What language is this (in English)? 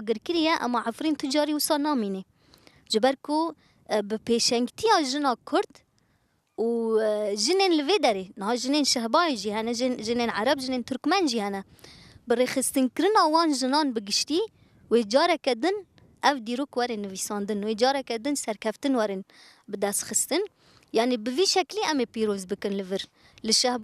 Kurdish